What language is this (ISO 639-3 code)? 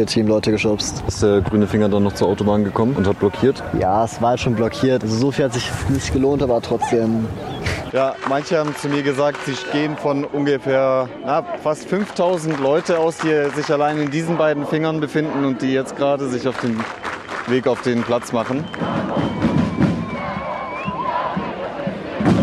deu